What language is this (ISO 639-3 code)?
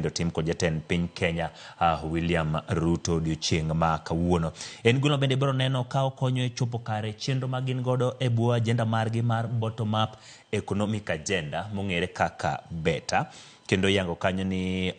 luo